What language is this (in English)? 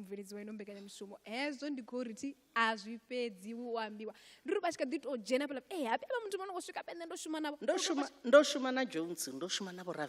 Venda